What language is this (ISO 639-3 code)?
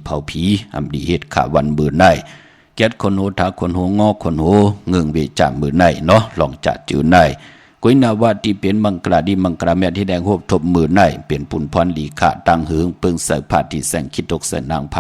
shn